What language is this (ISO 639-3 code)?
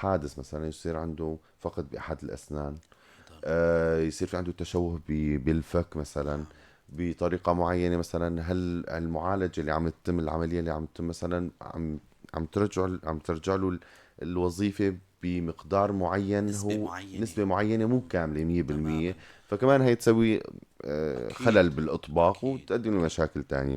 apc